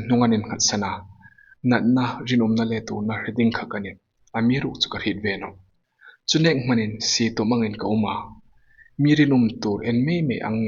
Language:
Hmar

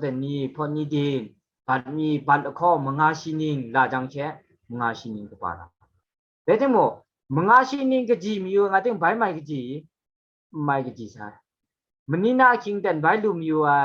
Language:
Kachin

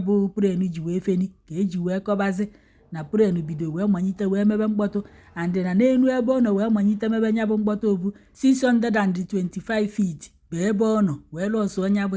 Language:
Igbo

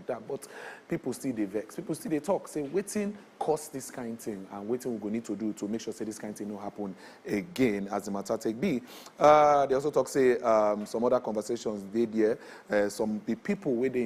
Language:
Nigerian Pidgin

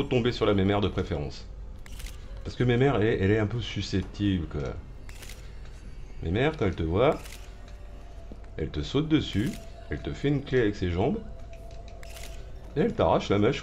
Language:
French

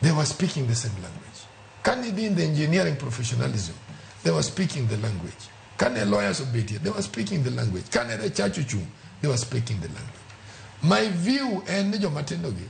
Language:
Luo (Kenya and Tanzania)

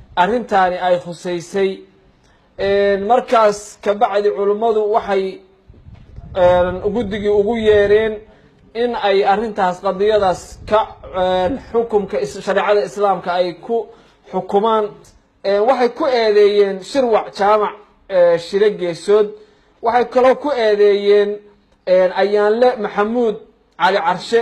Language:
Somali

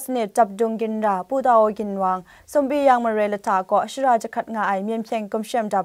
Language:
Kachin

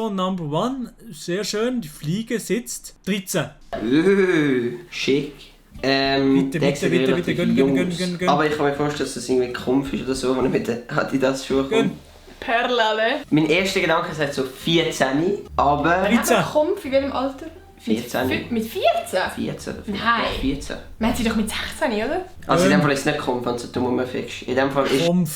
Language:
Swiss German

